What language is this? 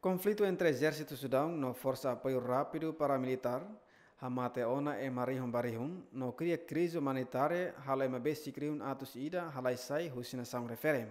Tetum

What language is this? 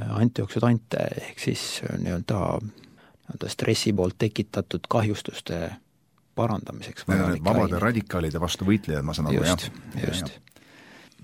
Estonian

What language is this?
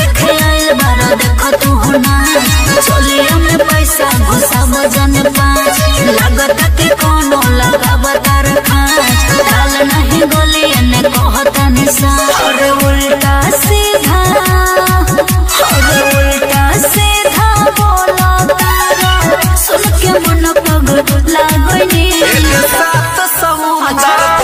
Bhojpuri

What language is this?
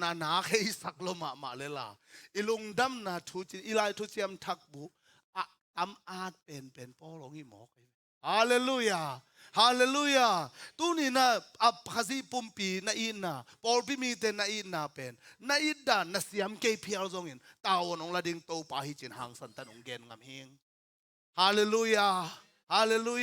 Tedim Chin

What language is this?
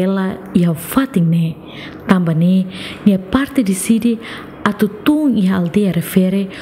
Tetum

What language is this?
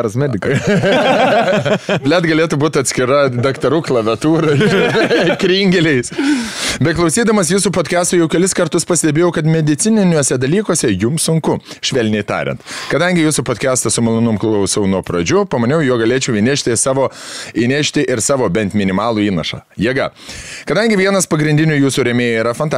Lithuanian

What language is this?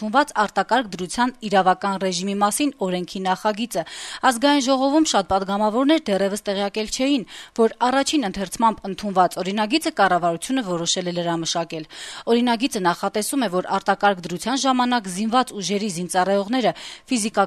Armenian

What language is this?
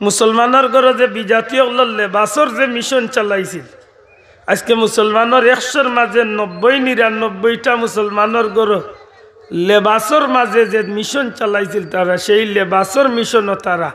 Sylheti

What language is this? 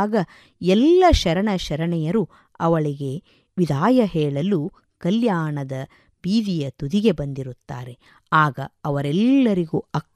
Kannada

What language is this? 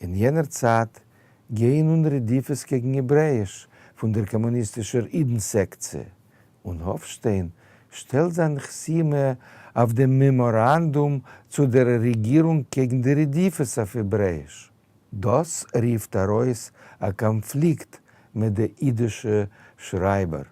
Yiddish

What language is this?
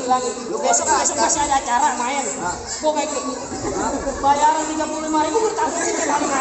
Betawi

